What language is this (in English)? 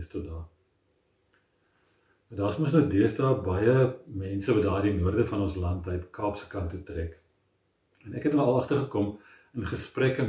Afrikaans